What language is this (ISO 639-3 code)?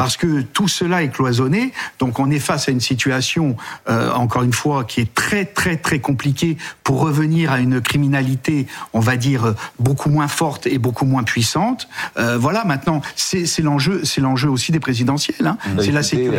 fra